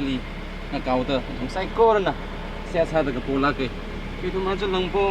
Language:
Tangkhul Naga (India)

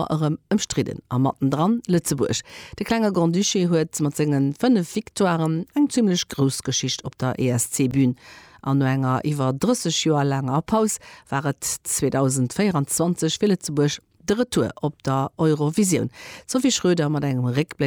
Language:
Luxembourgish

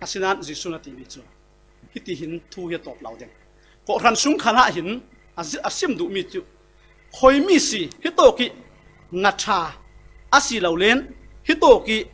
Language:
Falam Chin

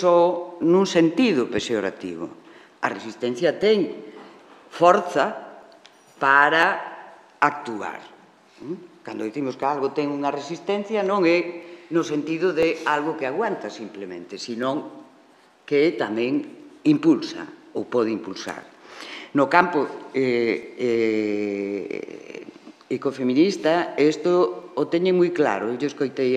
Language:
Galician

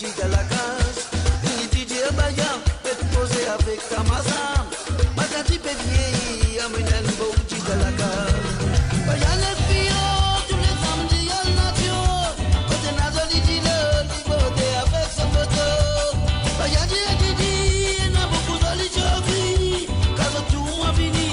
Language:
Morisyen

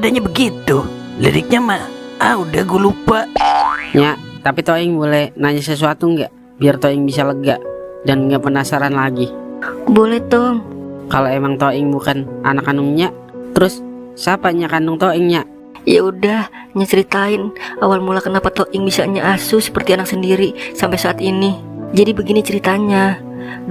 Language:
Betawi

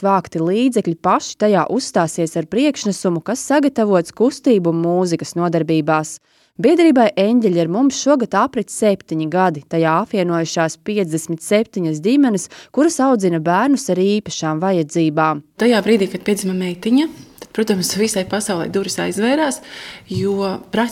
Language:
Latvian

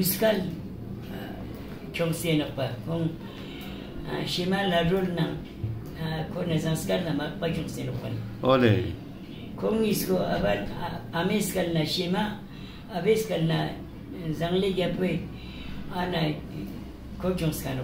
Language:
Ladakhi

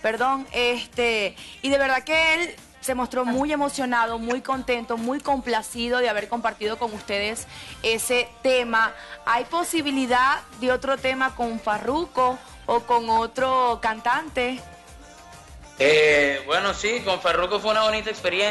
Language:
Spanish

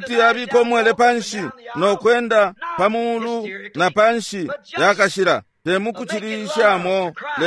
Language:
Bemba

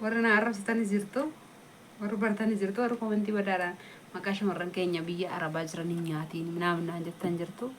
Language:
Oromo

